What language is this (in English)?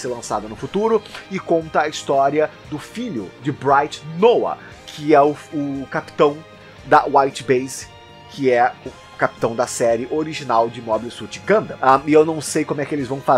Portuguese